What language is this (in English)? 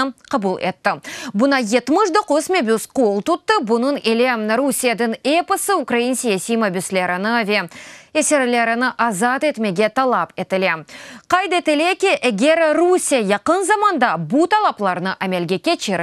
Crimean Tatar